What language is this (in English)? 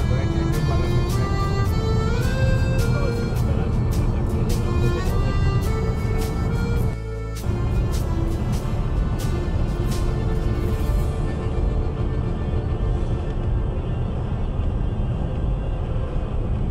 Finnish